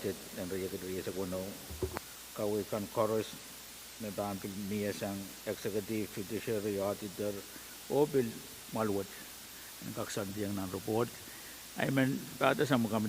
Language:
Pohnpeian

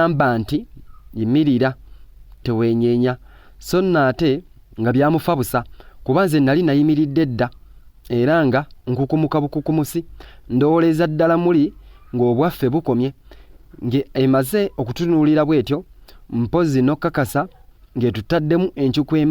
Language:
Ganda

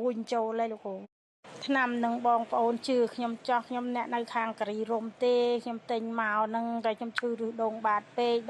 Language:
Khmer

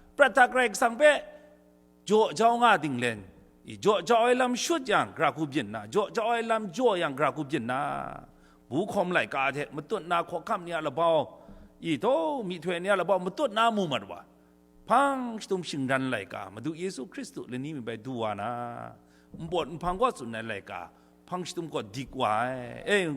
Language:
Kachin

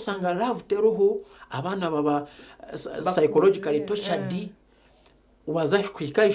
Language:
Nyankole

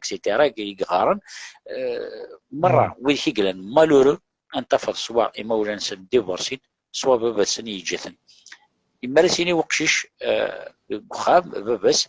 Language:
Kabyle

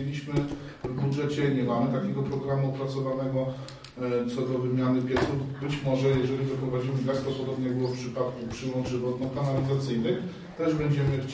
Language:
Polish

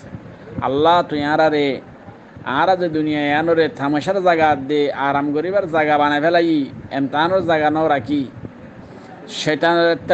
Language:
Rohingya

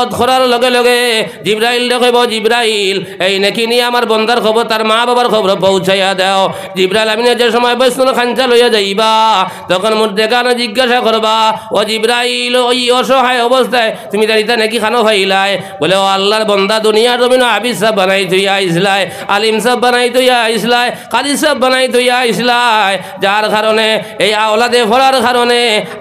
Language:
Sylheti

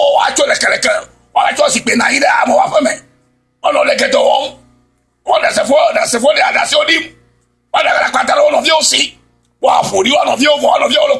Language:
Ewe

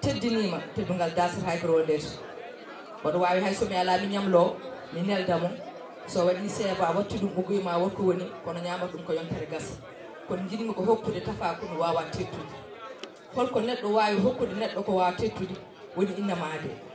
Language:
Fula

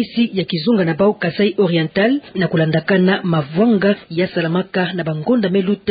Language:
Kituba (Democratic Republic of Congo)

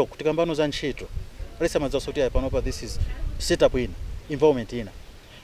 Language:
Nyanja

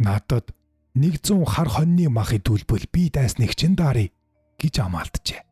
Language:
Mongolian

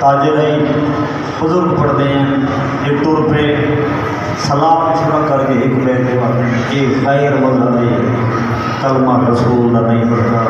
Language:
Saraiki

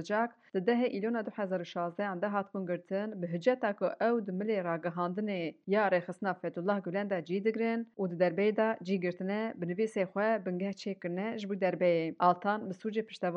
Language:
Kurdish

